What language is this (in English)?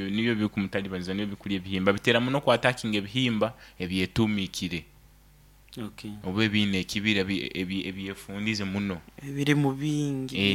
Nyoro